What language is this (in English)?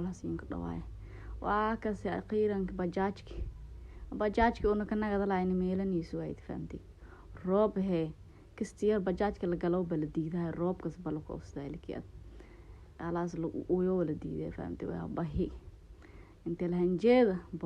Somali